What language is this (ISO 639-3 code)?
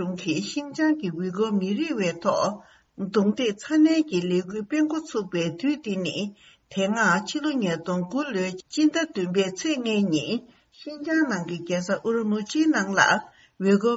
bod